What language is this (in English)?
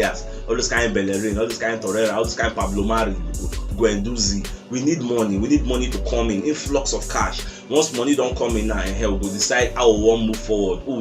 Nigerian Pidgin